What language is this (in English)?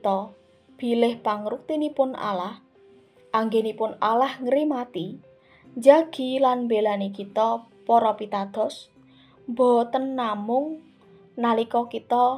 Javanese